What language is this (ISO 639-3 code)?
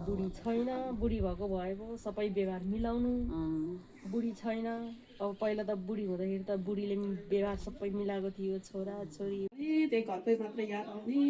nep